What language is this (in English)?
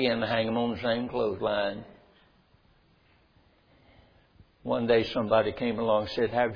English